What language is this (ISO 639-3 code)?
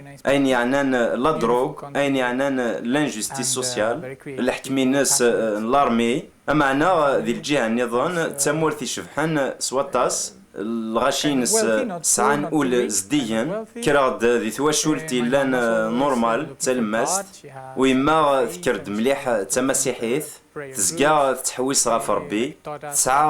kab